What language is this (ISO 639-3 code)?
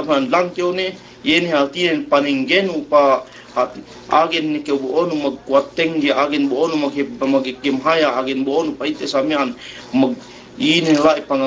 yka